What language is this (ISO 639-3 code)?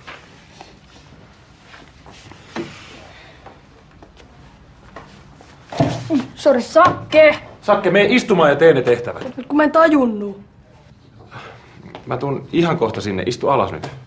fin